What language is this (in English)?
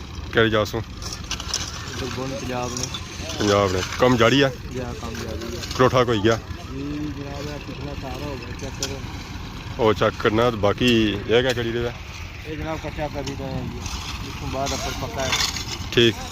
Pahari-Potwari